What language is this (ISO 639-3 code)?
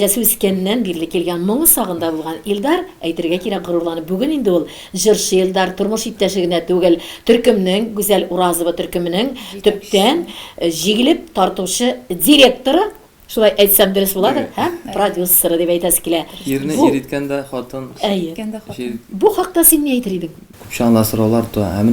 tat